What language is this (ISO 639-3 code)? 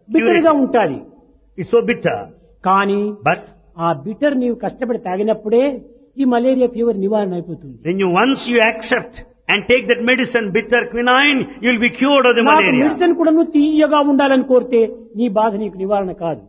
tel